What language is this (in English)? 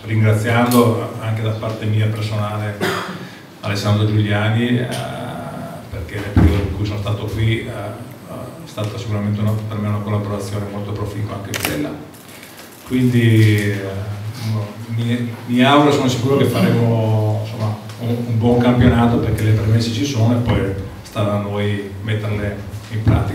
Italian